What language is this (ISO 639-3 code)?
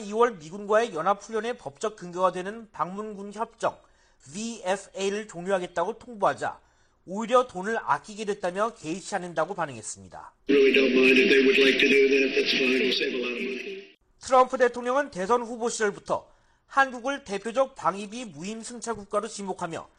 kor